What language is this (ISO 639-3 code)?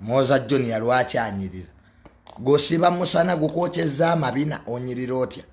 lug